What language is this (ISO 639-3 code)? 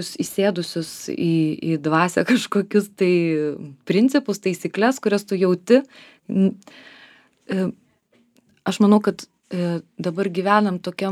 lit